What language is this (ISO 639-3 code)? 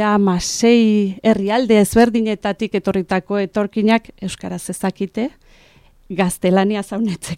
eus